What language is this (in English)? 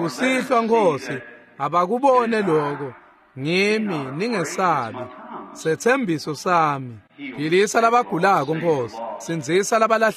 Swati